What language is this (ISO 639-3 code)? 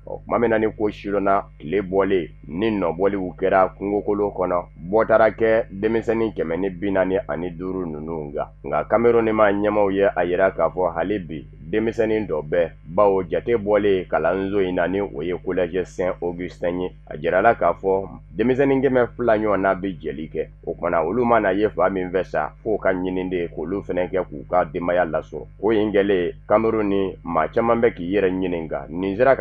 bam